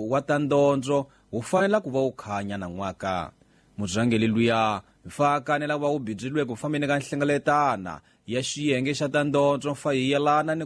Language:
Tsonga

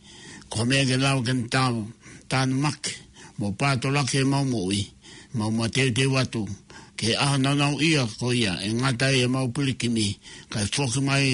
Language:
Tongan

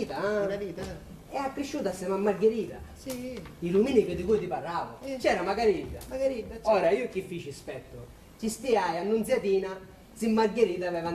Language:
Sicilian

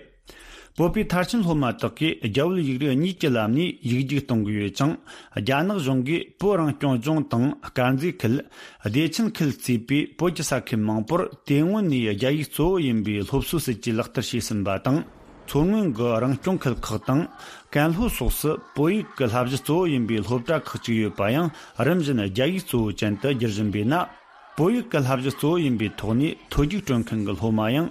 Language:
Tibetan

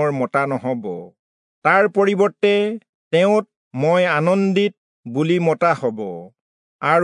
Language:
Assamese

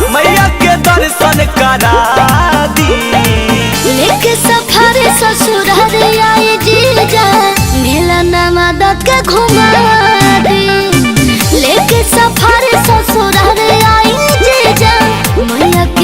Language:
Magahi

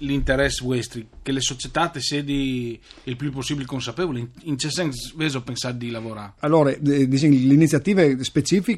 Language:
Friulian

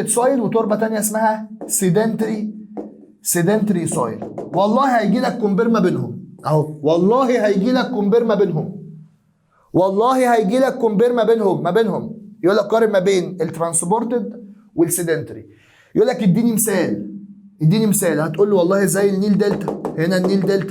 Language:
Egyptian Arabic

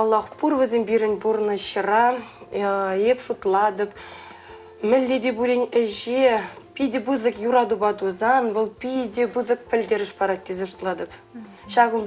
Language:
Chuvash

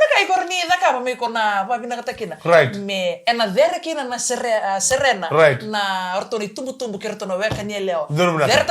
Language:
Fijian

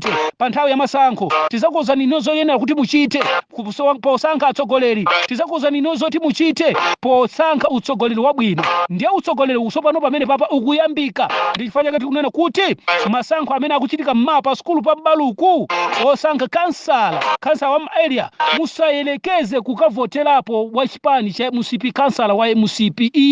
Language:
Nyanja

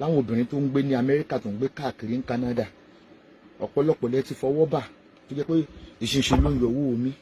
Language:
Yoruba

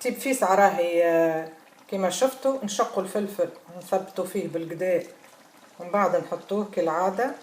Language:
Tunisian Arabic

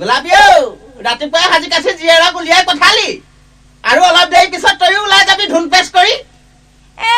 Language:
Assamese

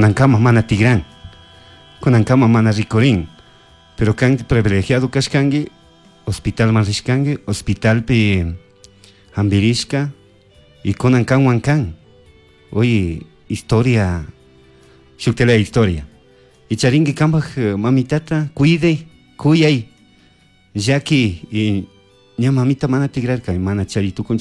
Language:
Chimborazo Highland Quichua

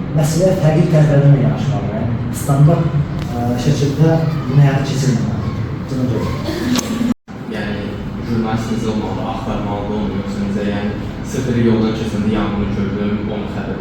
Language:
Azerbaijani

